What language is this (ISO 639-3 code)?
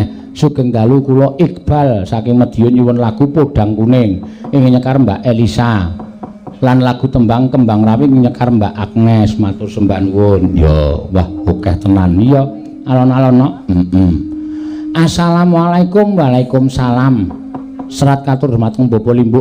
jav